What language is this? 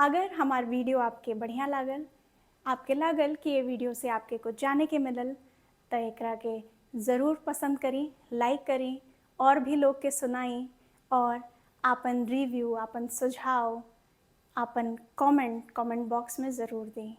Bhojpuri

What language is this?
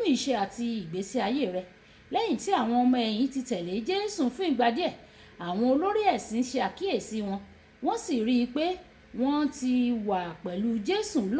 Yoruba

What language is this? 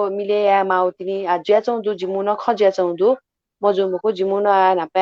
Newari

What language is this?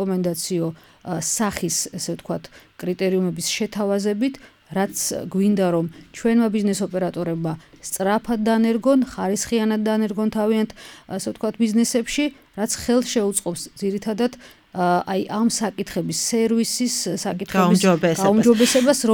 Georgian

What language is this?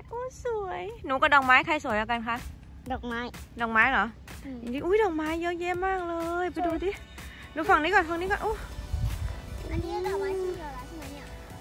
Thai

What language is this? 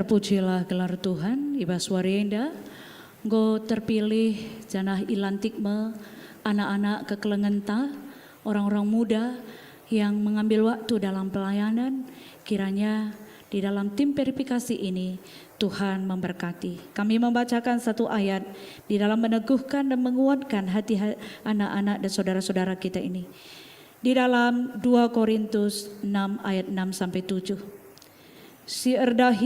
Batak Karo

